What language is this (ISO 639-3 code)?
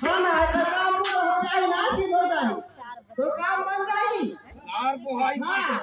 hne